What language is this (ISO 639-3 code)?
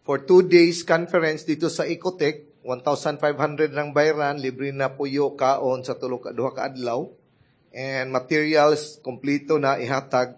ceb